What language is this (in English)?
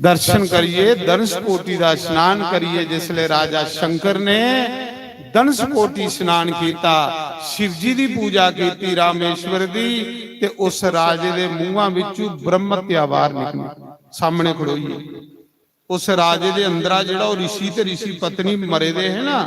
Dogri